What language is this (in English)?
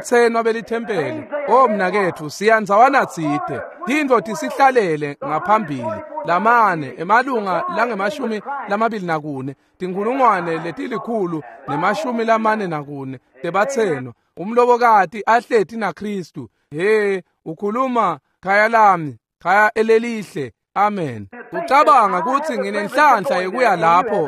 Swati